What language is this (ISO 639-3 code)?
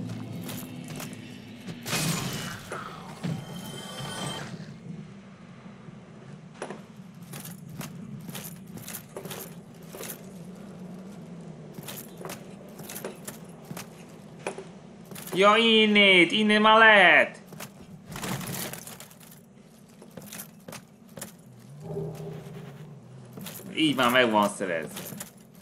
hun